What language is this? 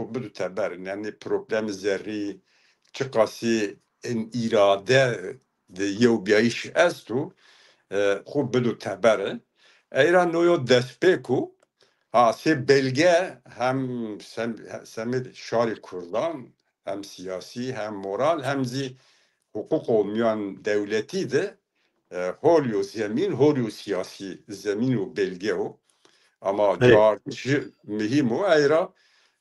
Zaza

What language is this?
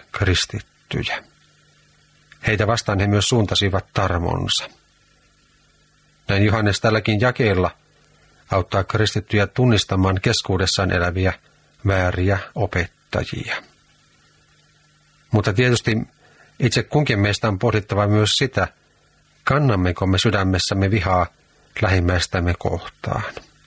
Finnish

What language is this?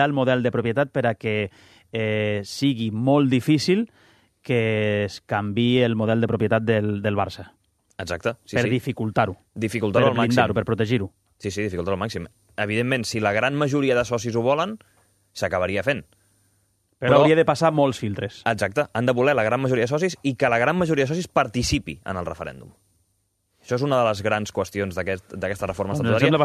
Catalan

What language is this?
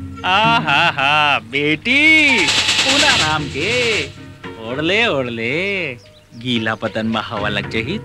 Chhattisgarhi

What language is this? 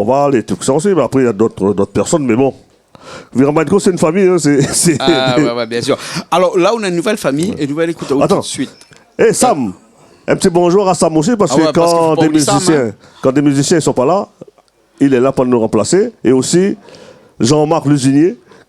Réunion Creole French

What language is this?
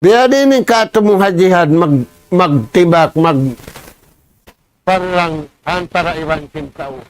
Tausug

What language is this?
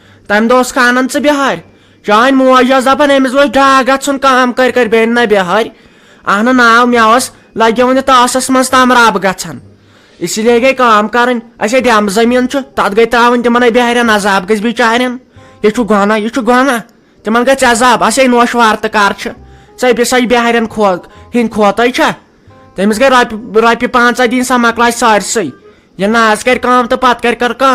Kashmiri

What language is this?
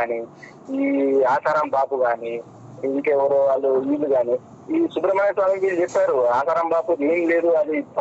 Telugu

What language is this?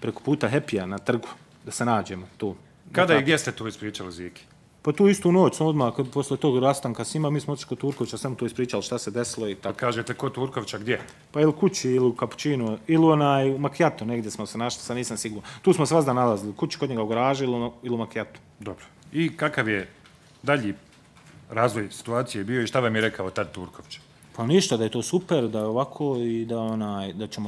Bosnian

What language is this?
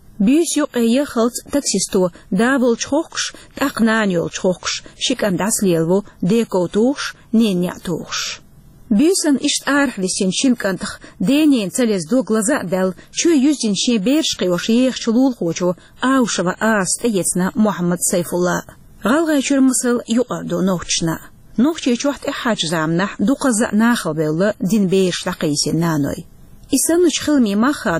Chechen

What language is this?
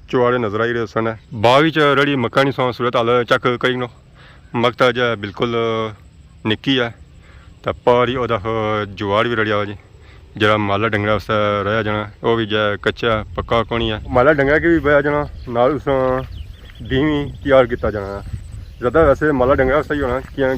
Pahari-Potwari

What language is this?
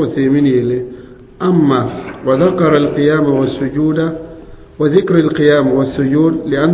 Mossi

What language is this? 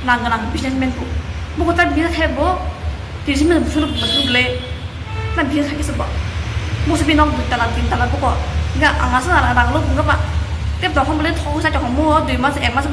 Kok Borok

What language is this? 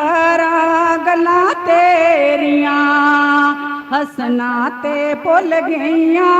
Dogri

